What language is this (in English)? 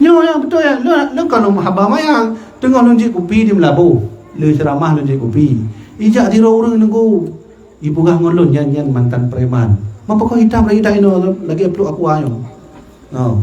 Achinese